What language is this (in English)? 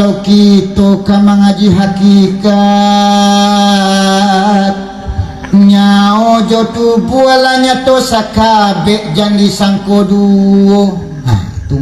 Minangkabau